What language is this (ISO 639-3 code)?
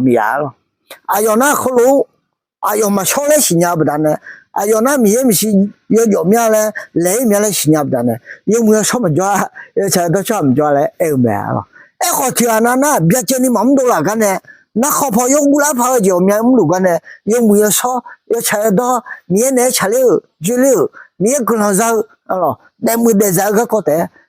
ahk